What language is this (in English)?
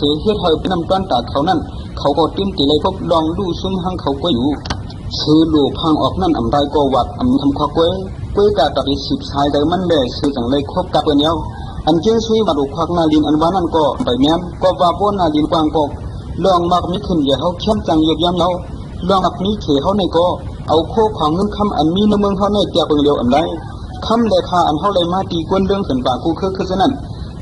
Shan